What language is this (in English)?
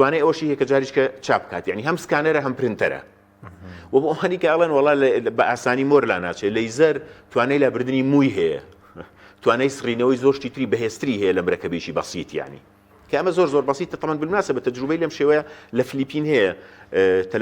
Central Kurdish